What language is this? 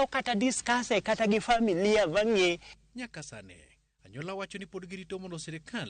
Luo (Kenya and Tanzania)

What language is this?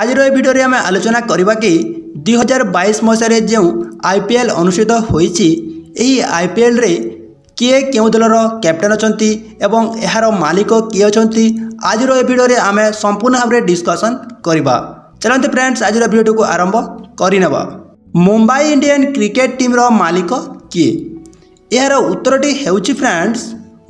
Odia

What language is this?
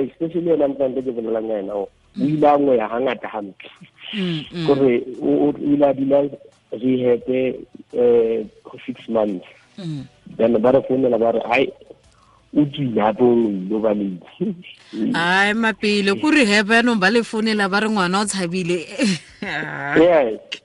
Tswana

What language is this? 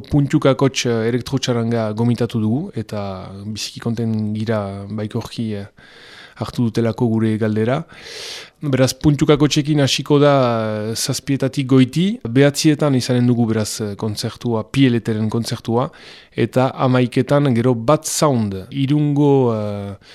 Basque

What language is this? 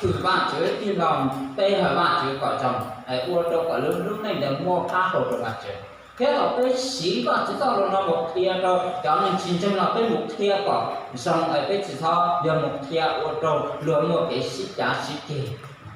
Hmong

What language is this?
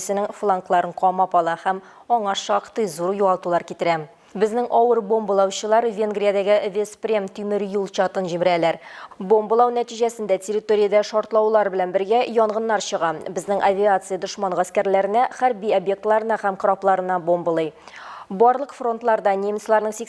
Tatar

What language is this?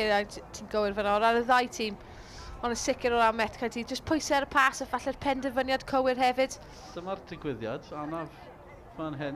Welsh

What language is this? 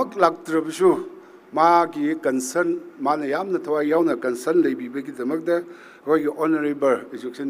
Tangkhul Naga (India)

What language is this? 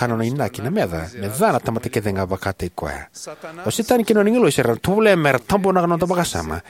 Fijian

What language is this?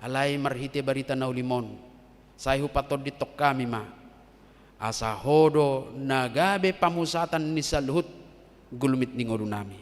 Batak Toba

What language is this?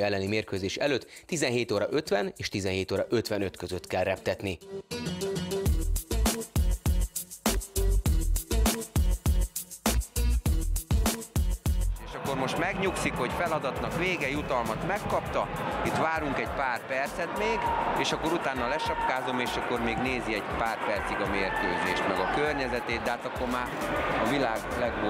Hungarian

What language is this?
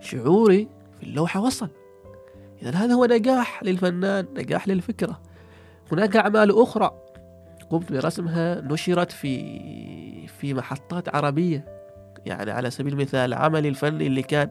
Gulf Arabic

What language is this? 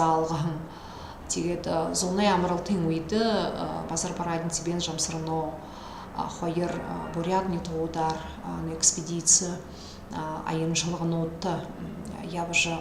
Buriat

